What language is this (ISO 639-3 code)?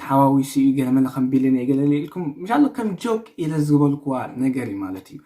tir